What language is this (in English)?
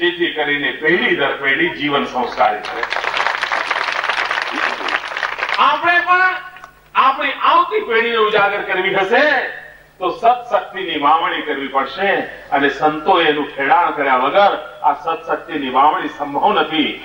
Gujarati